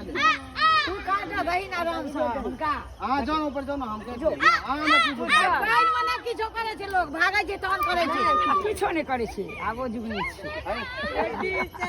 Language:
Maithili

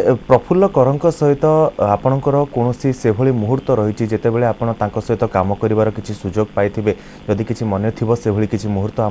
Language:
Odia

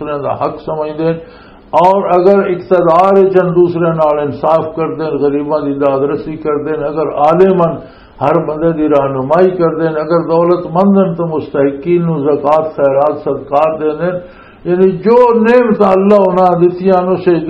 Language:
Western Panjabi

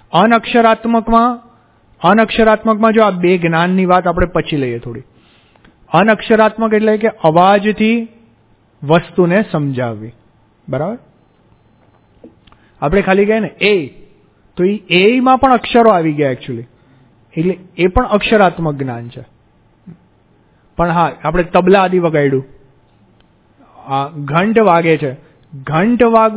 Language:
Gujarati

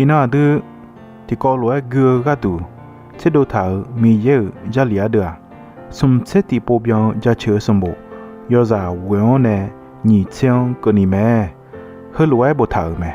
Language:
Akha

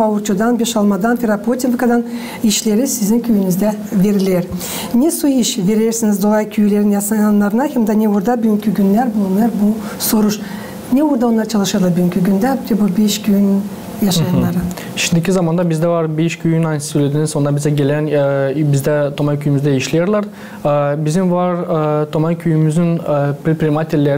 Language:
Gagauz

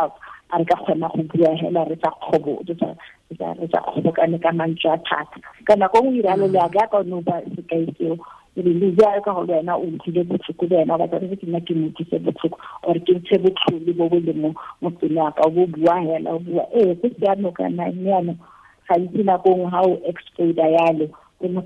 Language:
Tswana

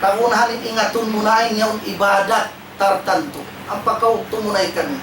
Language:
Tausug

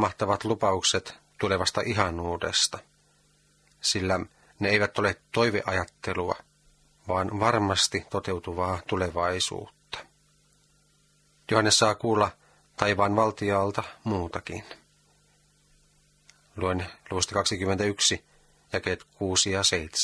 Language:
Finnish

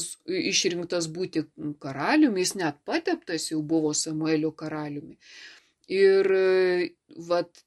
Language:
Lithuanian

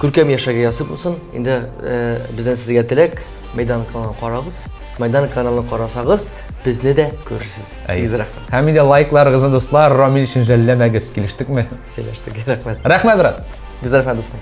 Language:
Tatar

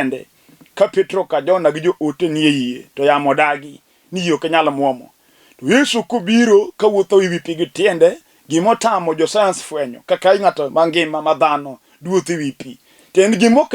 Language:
Luo (Kenya and Tanzania)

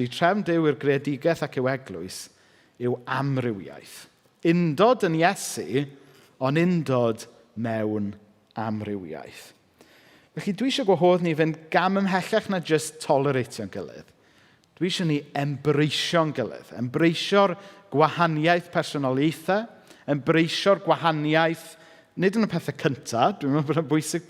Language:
Welsh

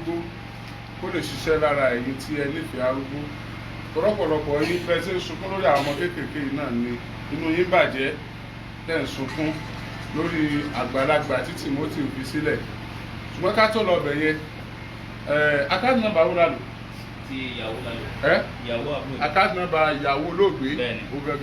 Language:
Yoruba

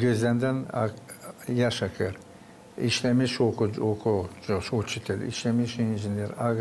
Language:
Gagauz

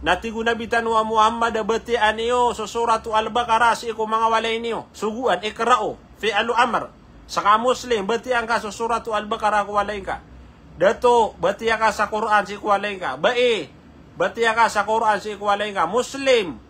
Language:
Maranao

